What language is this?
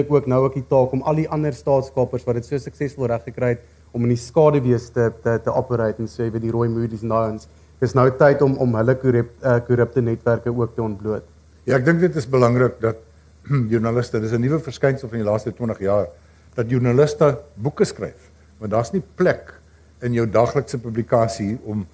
Afrikaans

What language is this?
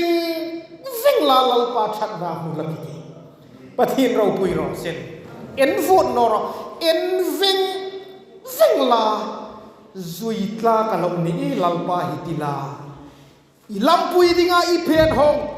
Hmar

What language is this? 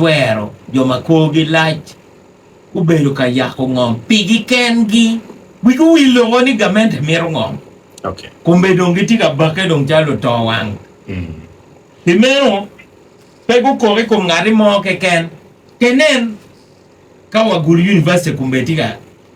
Acoli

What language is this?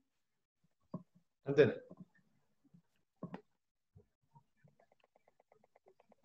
Telugu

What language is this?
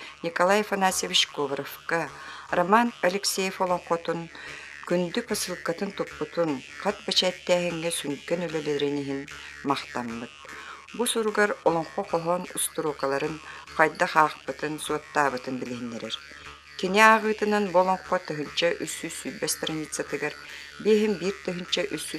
Yakut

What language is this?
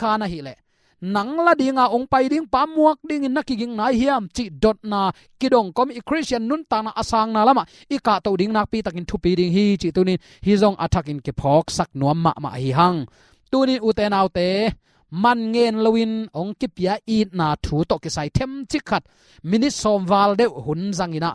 Tedim Chin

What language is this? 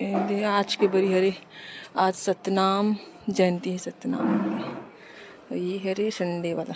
Chhattisgarhi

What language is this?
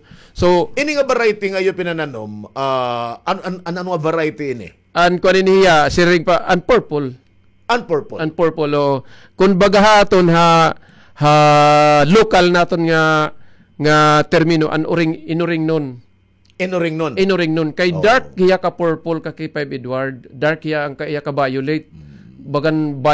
Waray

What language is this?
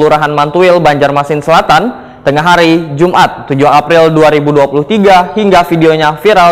Banjar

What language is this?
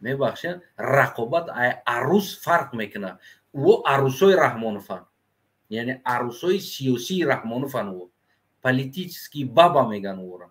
Tajik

